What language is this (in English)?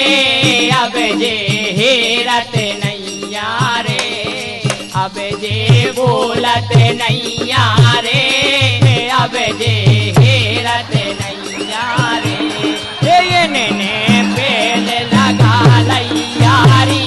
Bundeli